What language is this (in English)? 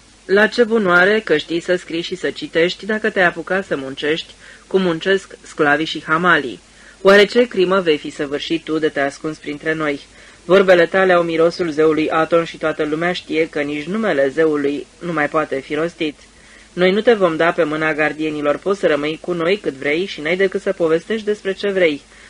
Romanian